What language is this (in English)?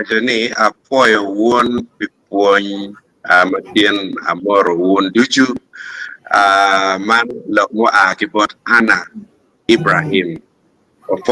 Acoli